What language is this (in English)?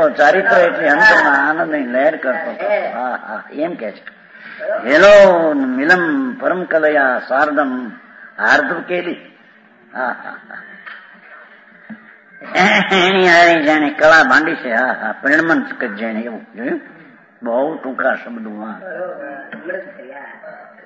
Gujarati